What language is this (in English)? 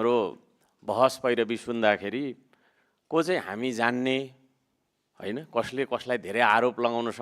Nepali